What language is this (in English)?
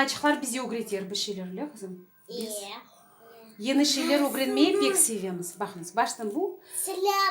Crimean Tatar